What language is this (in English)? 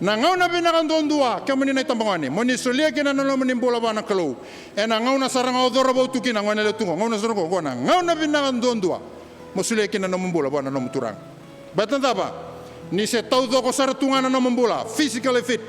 Fijian